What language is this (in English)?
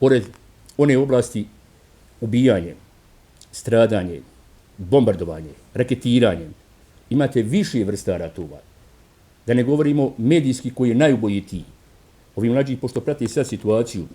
Bosnian